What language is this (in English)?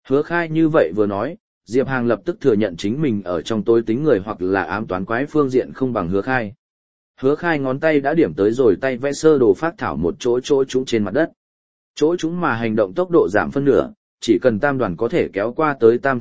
Vietnamese